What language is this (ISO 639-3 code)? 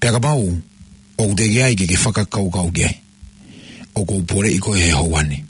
ton